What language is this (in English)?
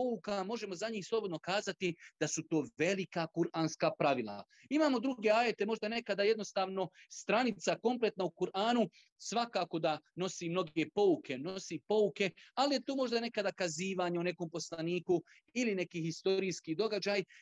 Bosnian